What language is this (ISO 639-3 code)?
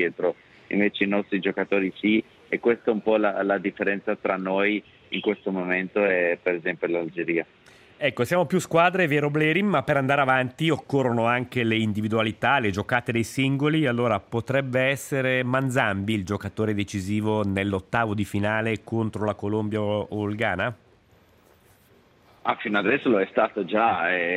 ita